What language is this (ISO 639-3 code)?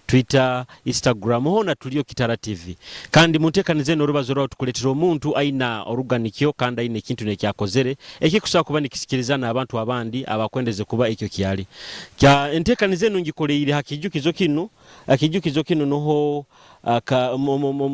nyo